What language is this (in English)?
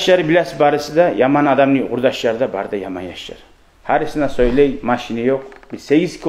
Kumyk